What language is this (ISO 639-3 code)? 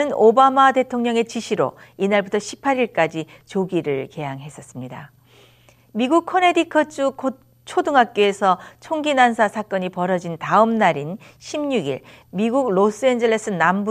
kor